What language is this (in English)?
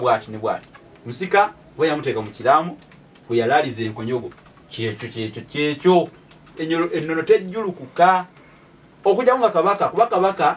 Ganda